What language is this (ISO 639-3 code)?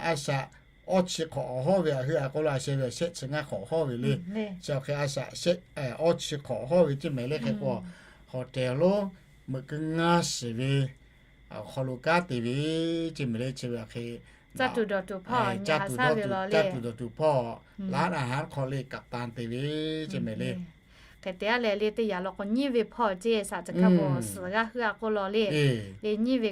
lhu